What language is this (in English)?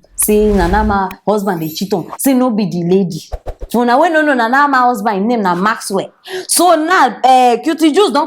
Nigerian Pidgin